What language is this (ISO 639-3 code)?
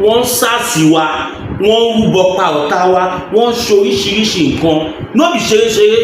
yor